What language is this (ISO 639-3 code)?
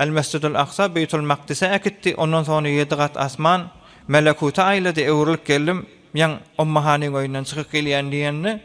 tuk